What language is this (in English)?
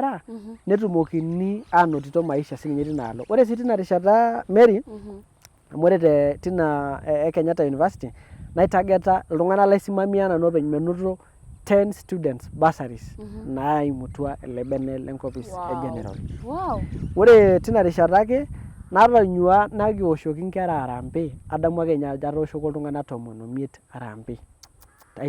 Masai